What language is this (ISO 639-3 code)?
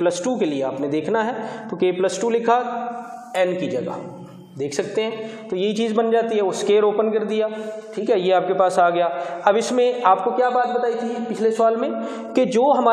hin